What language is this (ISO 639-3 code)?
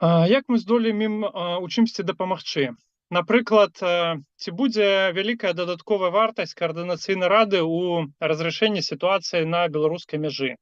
bel